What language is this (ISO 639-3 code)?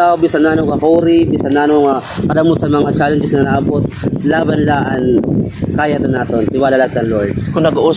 war